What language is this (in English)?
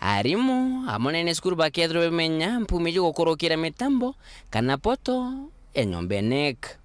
Meru